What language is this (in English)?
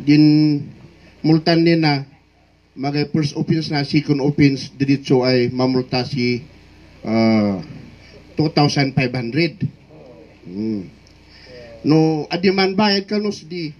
Kankanaey